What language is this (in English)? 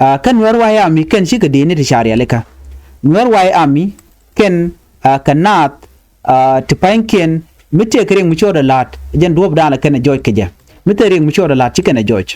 Nuer